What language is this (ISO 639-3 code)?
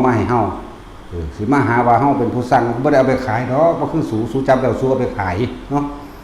tts